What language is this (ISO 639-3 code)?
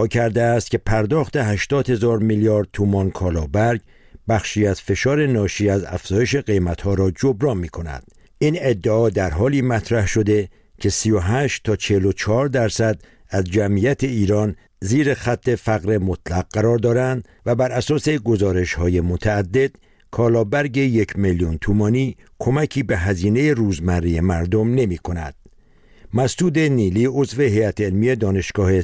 fas